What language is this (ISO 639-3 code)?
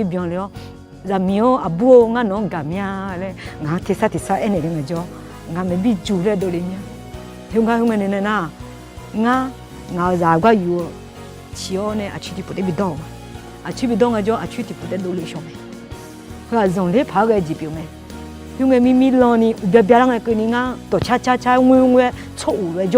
ahk